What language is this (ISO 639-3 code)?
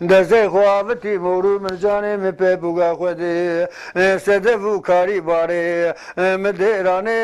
zza